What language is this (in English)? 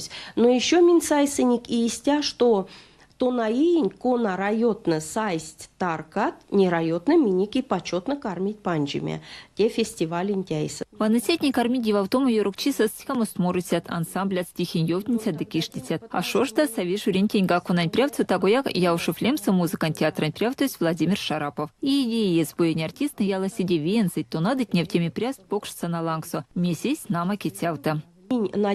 Erzya